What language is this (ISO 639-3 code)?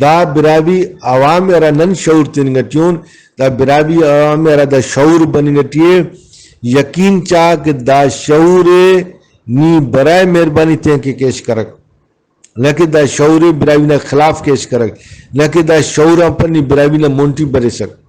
brh